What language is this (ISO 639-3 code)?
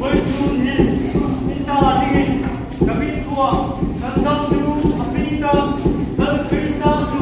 hmr